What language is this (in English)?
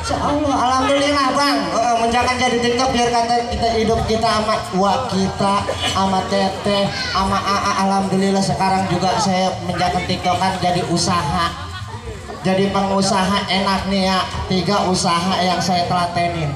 Betawi